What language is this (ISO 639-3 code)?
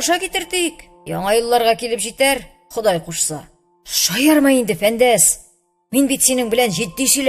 tat